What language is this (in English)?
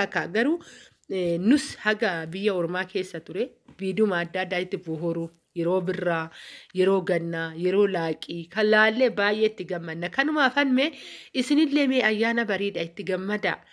Oromo